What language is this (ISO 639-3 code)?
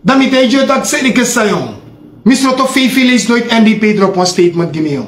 srn